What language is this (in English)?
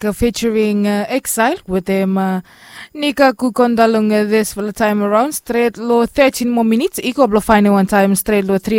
Bislama